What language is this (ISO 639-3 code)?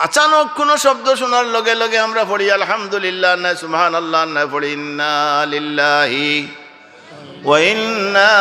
syl